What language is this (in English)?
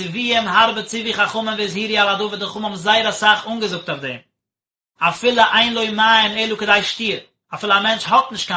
Yiddish